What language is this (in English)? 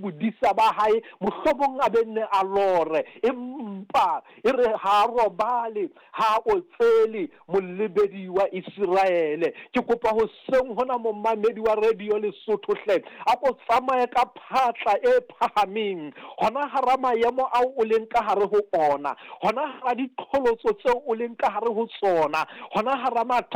Southern Sotho